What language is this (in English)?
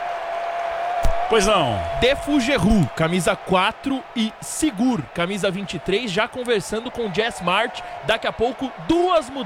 Portuguese